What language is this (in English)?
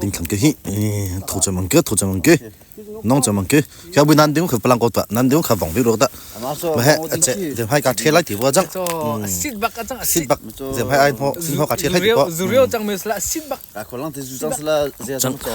Hakha Chin